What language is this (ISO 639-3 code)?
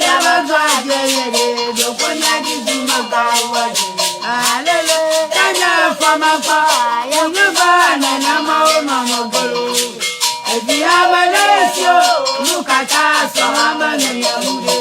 ewe